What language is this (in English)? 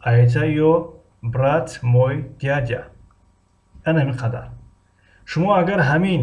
Tajik